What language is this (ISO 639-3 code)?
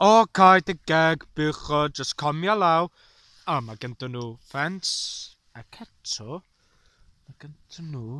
cym